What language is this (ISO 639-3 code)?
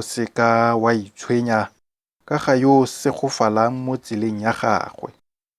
tsn